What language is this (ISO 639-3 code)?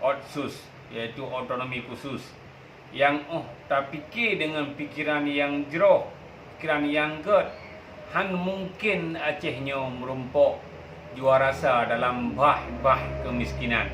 ace